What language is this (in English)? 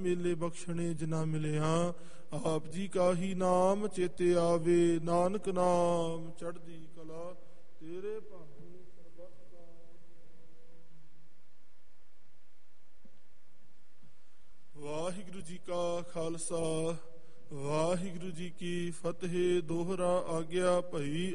Punjabi